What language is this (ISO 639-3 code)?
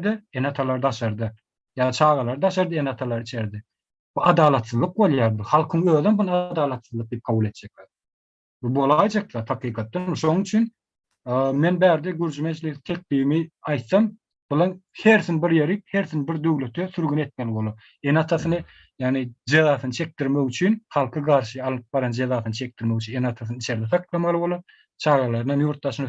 tuk